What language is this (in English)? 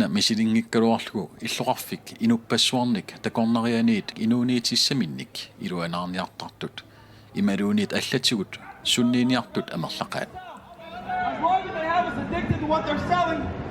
Kalaallisut